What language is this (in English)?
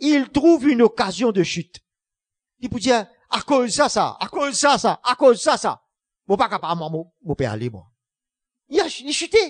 Morisyen